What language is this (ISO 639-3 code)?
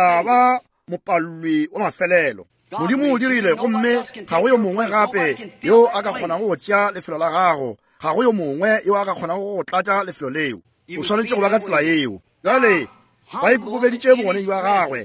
nso